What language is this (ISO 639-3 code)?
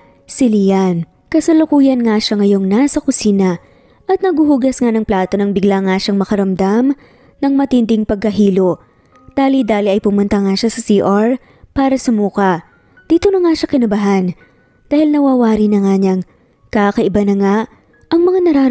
fil